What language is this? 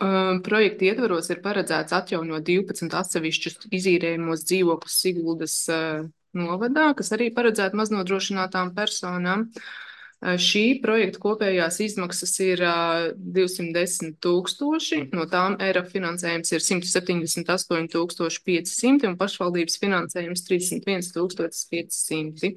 Latvian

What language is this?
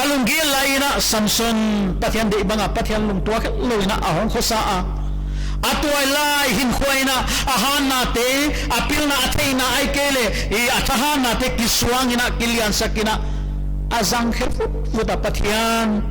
Paite Chin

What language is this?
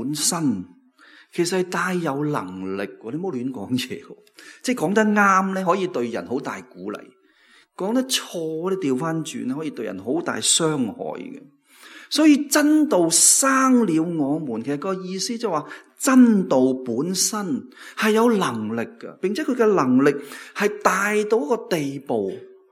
Cantonese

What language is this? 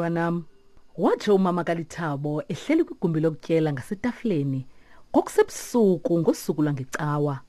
Xhosa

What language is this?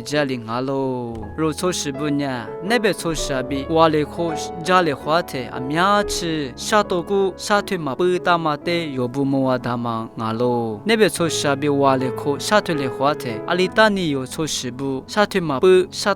Lisu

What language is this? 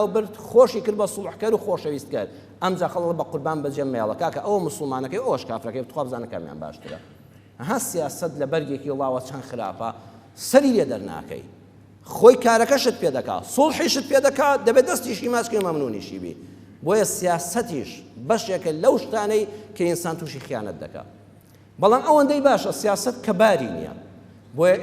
Central Kurdish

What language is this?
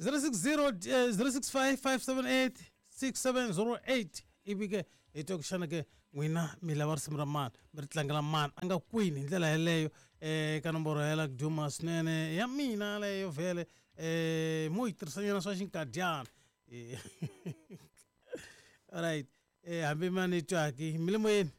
Tsonga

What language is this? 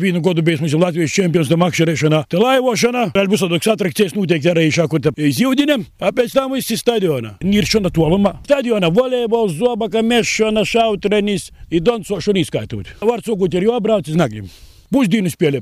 Latvian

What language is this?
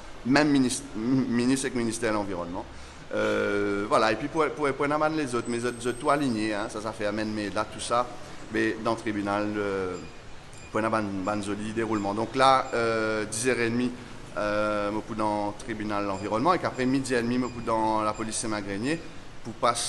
Morisyen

